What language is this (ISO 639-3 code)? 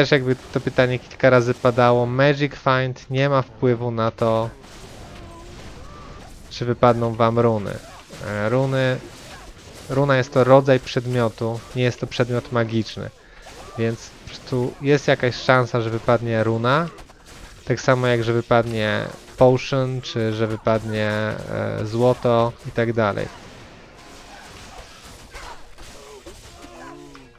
pol